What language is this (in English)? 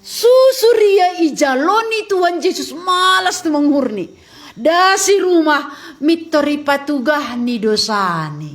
Batak Simalungun